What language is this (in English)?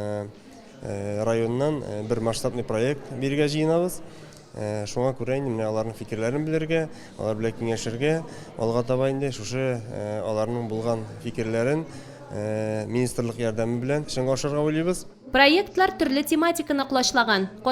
Tatar